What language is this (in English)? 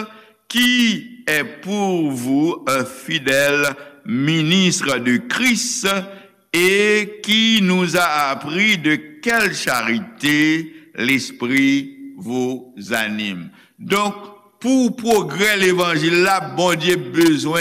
Haitian Creole